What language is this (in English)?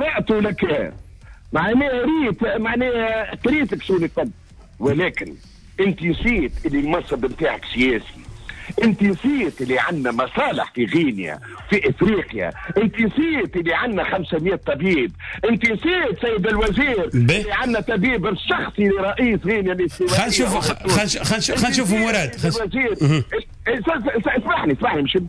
Tunisian Arabic